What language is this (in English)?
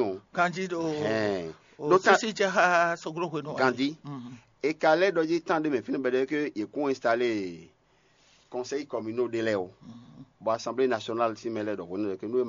Fon